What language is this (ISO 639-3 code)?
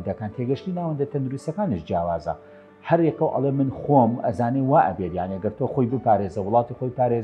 ckb